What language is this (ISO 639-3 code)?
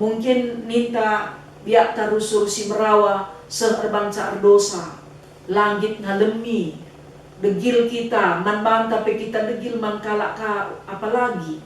btx